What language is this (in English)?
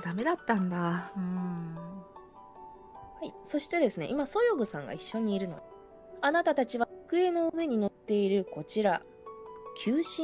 Japanese